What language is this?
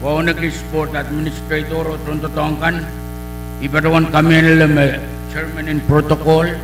Pohnpeian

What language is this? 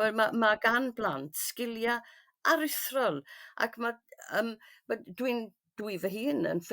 Welsh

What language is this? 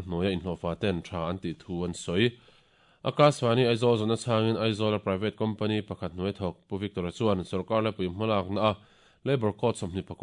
Mizo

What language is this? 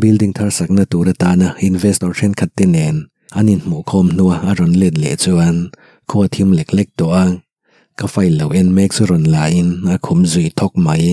Mizo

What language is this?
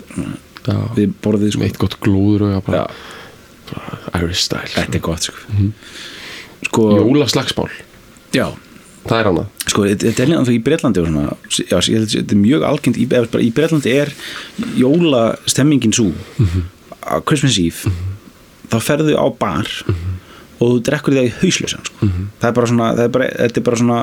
Icelandic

